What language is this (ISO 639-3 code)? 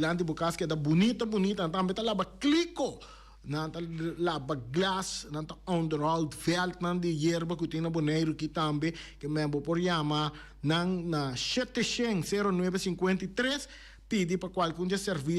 pap